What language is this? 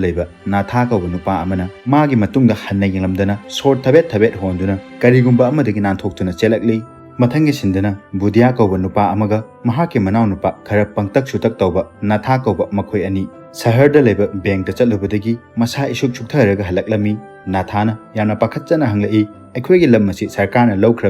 Manipuri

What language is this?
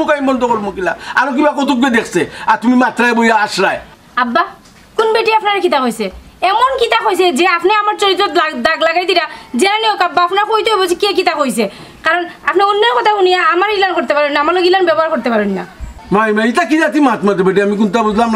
Sylheti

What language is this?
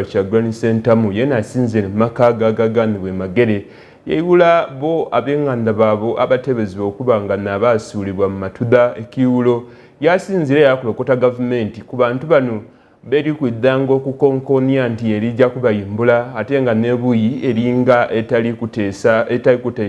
Soga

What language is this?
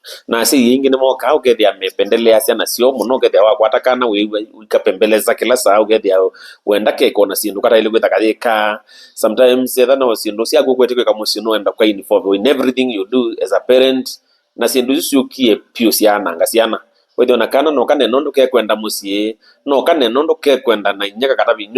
Kamba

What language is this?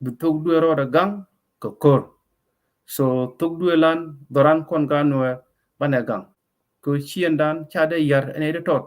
Nuer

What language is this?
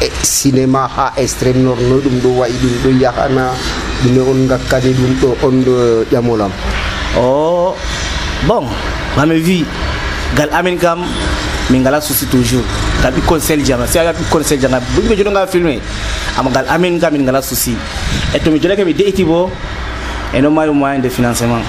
Nigerian Fulfulde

